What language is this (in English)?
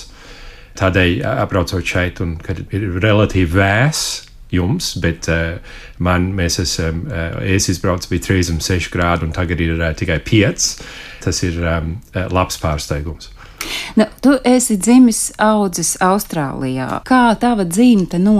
Latvian